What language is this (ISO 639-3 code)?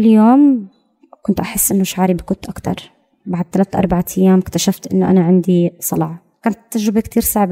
apc